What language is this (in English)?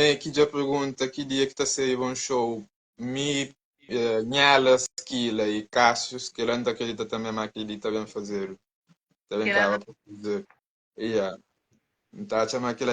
Kabuverdianu